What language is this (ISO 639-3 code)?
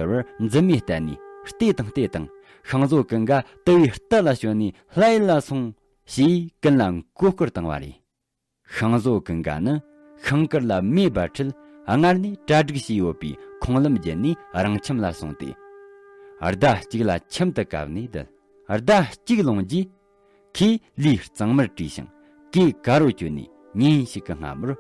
bod